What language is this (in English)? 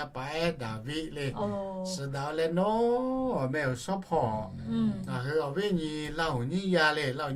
Lahu